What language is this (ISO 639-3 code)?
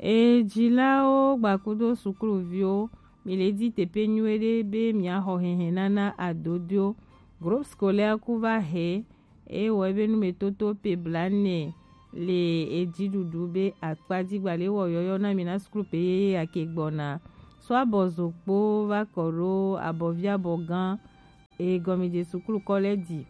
gej